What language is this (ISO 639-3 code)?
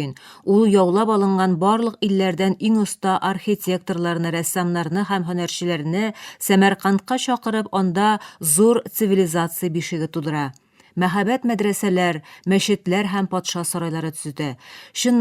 tat